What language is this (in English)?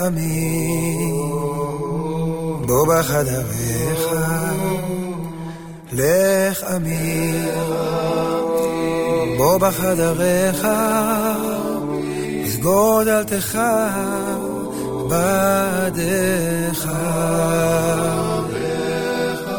Hebrew